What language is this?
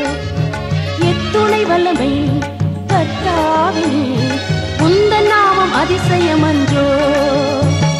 Tamil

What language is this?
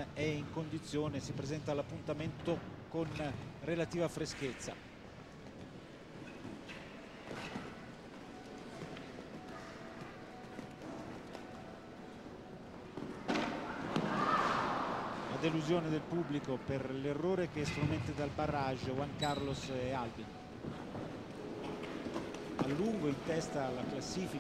Italian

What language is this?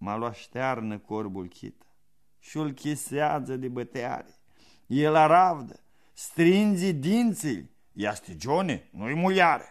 Aromanian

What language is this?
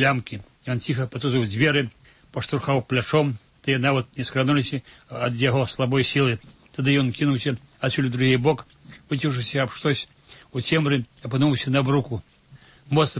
Belarusian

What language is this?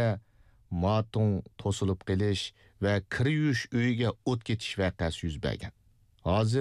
Uyghur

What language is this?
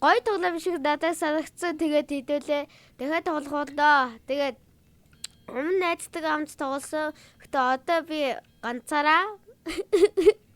Mongolian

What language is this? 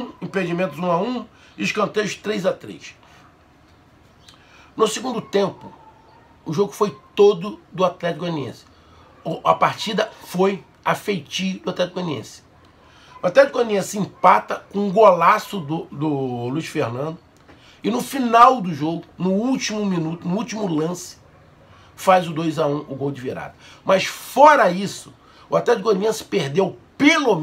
Portuguese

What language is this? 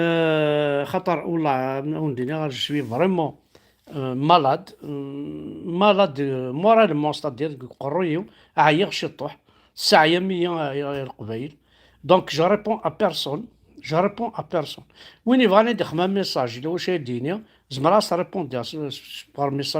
Kabyle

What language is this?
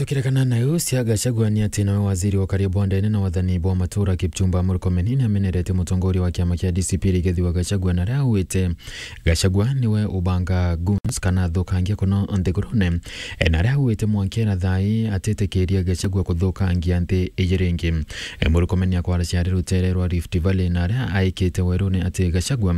Meru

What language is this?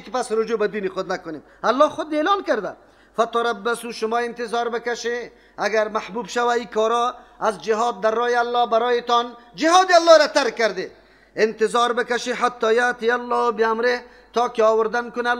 Persian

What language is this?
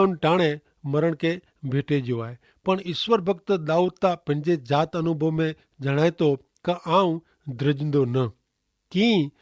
Kachhi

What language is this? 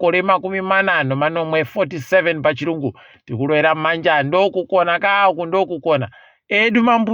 Ndau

